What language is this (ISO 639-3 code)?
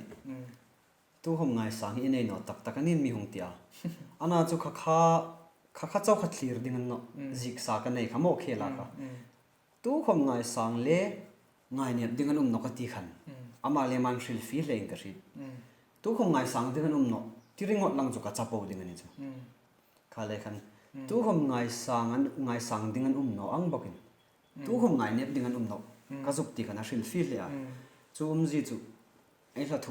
hmr